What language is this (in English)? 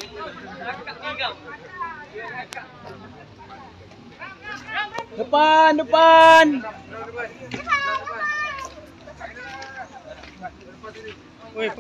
Malay